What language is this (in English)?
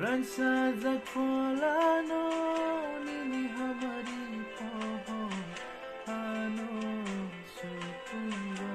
Kok Borok